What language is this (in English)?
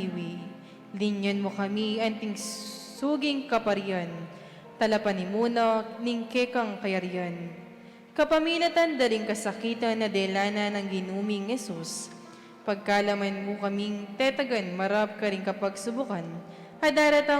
Pampanga